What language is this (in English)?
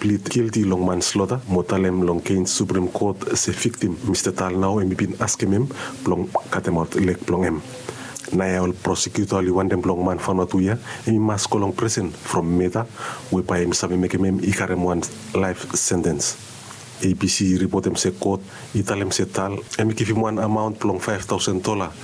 Bislama